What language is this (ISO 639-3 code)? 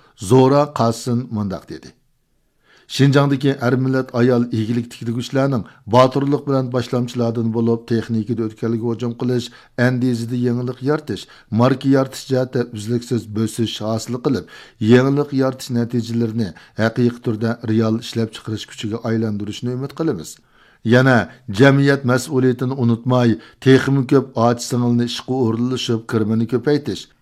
uig